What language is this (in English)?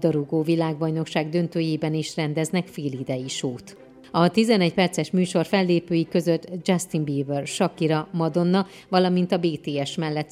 Hungarian